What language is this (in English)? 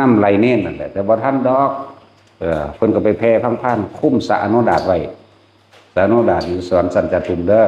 Northeastern Thai